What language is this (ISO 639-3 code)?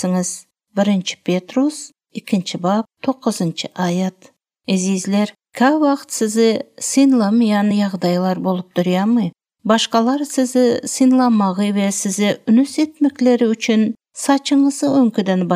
tuk